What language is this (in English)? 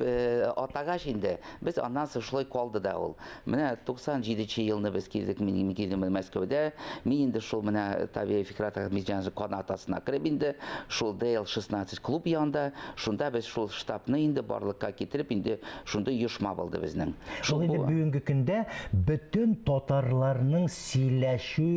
Tatar